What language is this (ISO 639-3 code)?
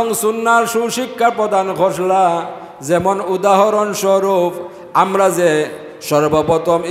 syl